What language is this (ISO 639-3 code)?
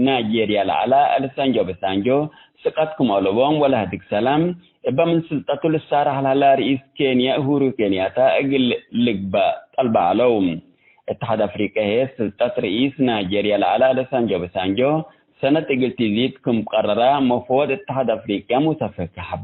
tig